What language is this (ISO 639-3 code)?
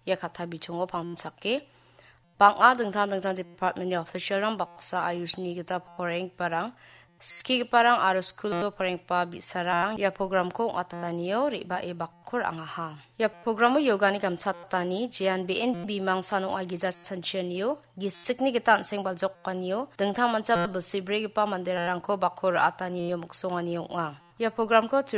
grt